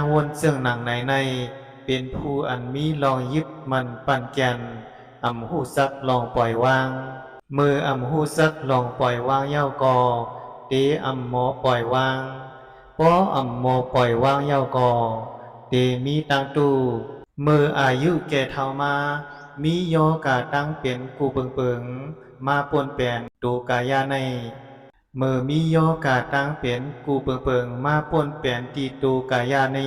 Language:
Shan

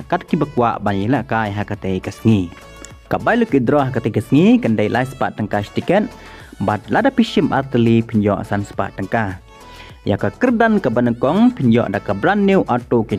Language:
Khasi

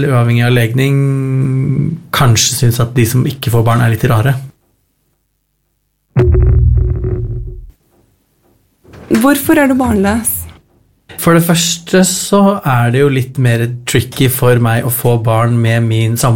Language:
Norwegian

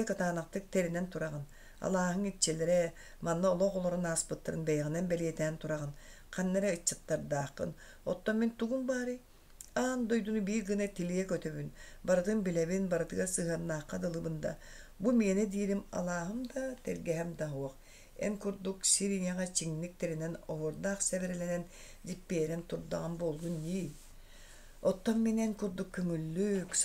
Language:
Yakut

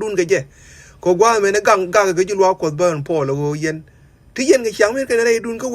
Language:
Nuer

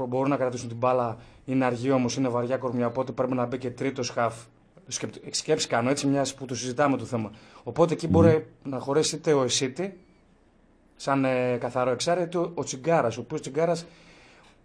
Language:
Greek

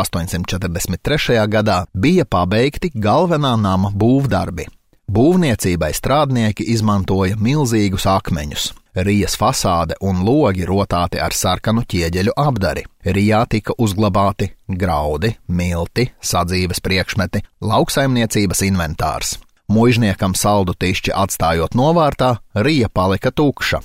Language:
Latvian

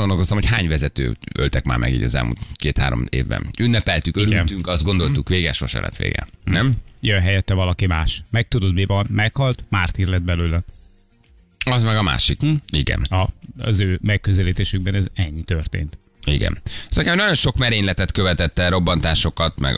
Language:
Hungarian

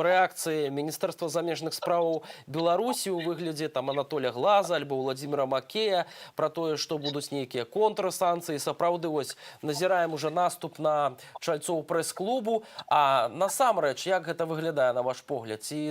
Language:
Belarusian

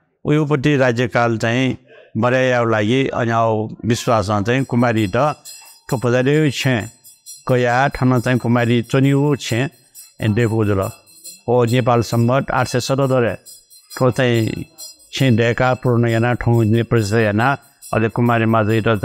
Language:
Newari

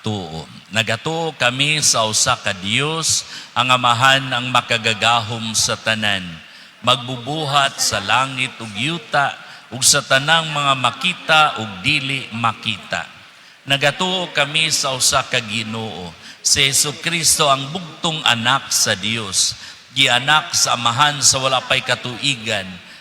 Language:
Cebuano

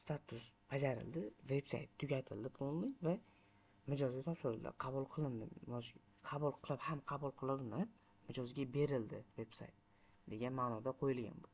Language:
Uzbek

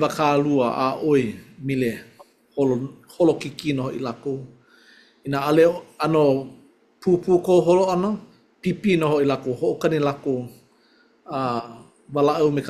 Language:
Hawaiian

